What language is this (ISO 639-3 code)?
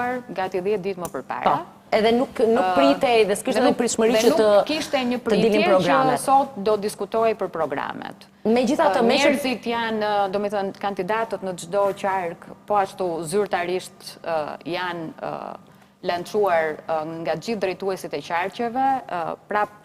sqi